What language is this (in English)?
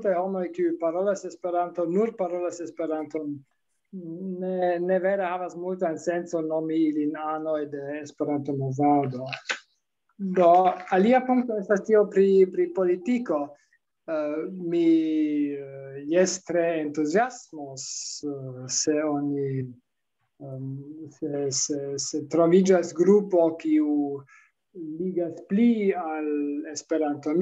Esperanto